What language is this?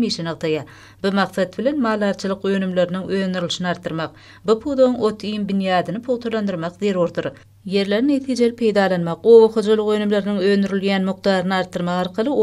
Turkmen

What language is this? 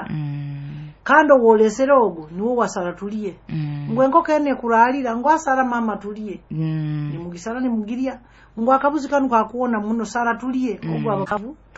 Nyoro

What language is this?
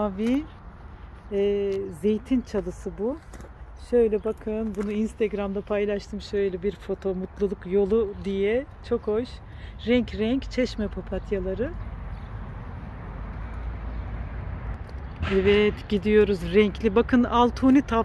Turkish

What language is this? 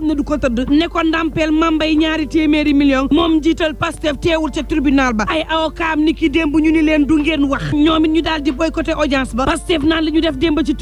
Wolof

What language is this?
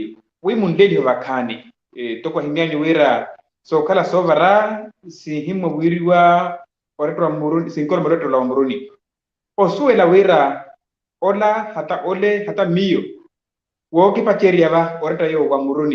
Makhuwa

